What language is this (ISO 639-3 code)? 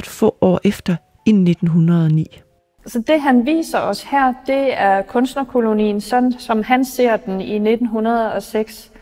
dan